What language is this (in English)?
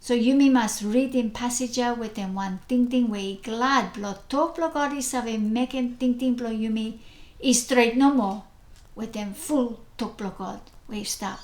Bislama